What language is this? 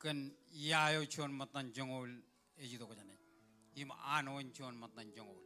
Marshallese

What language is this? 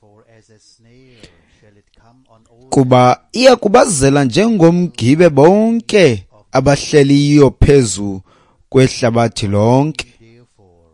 Xhosa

